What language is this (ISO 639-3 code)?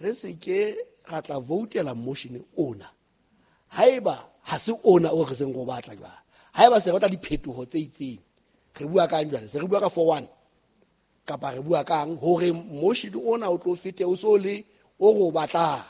sot